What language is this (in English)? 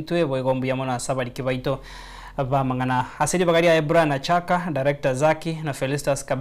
Gusii